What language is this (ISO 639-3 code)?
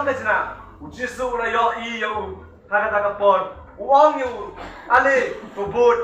kha